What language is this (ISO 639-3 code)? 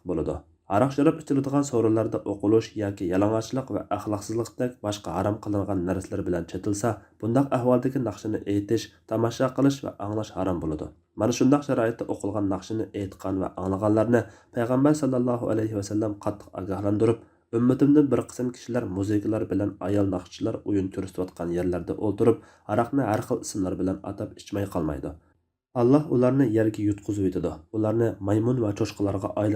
uig